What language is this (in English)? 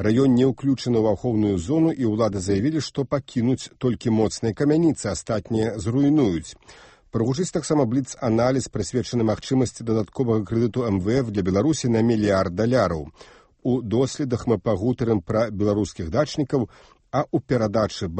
Belarusian